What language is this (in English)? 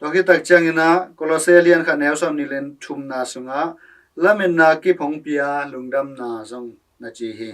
Tedim Chin